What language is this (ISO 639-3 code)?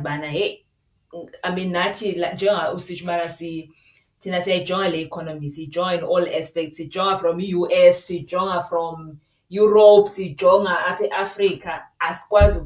xho